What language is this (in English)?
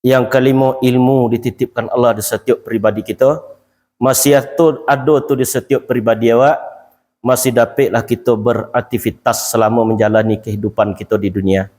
Minangkabau